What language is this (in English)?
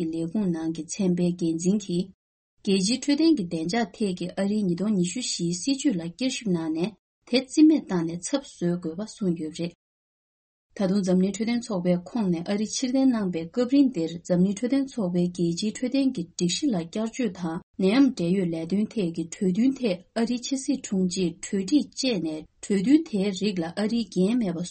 Tibetan